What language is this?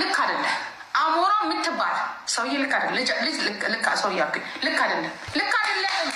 Amharic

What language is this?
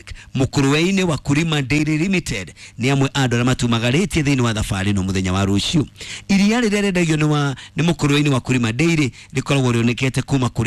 Kikuyu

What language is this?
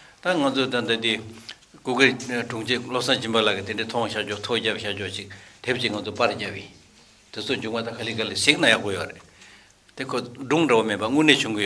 Tibetan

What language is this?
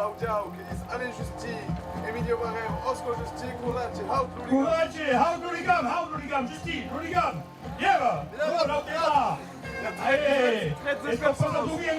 Occitan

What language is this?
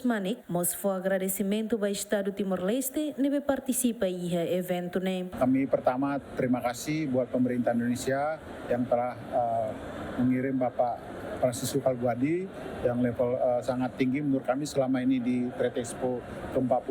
Tetum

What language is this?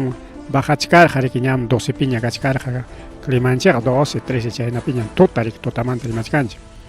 Ayacucho Quechua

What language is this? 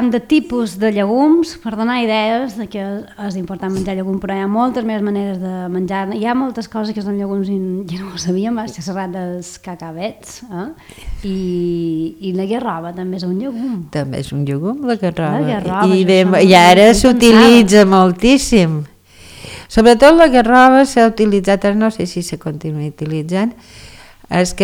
Catalan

